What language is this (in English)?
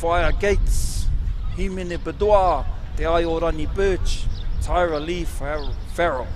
Māori